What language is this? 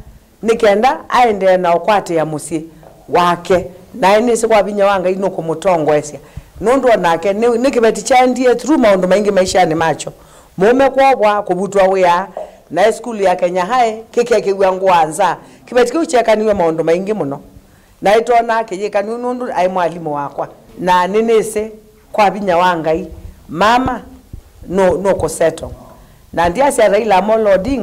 Kamba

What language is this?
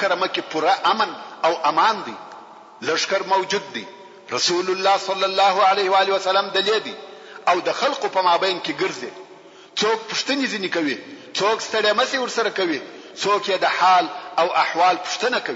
Pashto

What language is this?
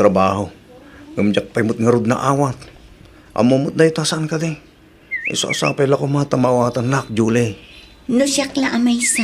Iloko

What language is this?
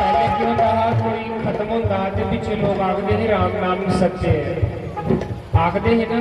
Dogri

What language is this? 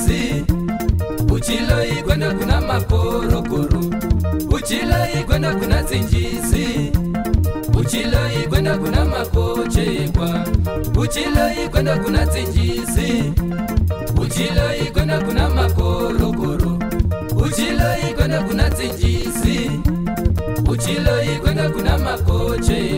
Swahili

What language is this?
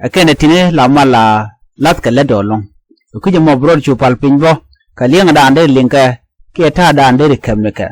Nuer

